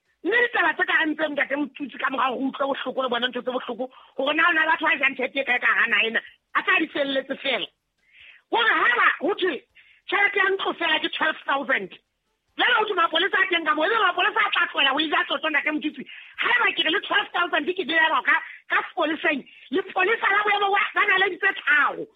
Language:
Southern Sotho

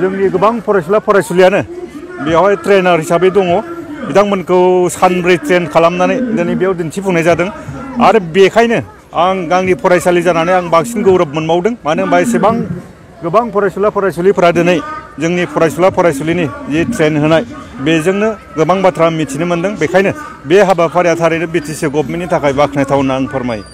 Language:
Bodo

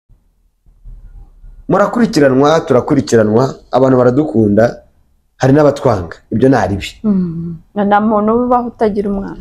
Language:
Kinyarwanda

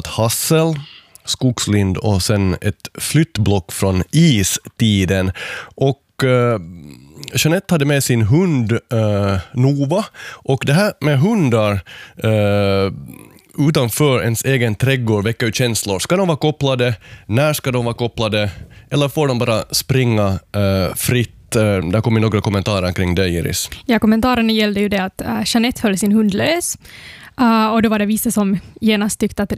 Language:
Swedish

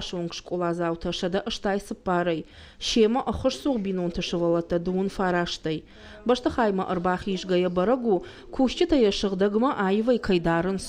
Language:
Ossetic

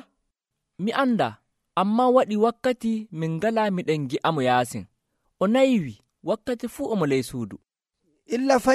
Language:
Nigerian Fulfulde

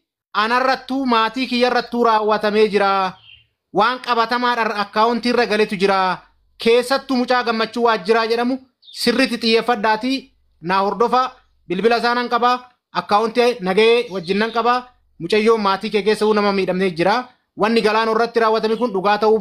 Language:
Oromo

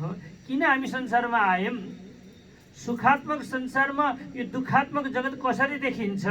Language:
Nepali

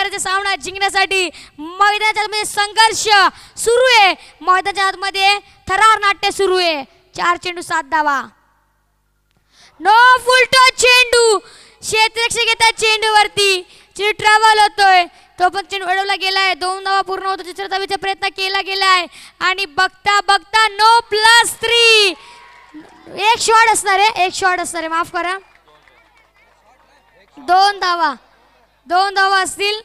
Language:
Marathi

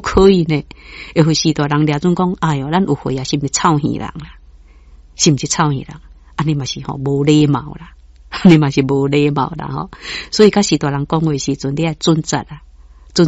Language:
Min Nan Chinese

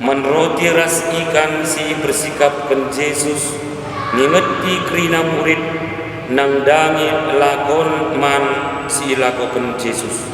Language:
Batak Karo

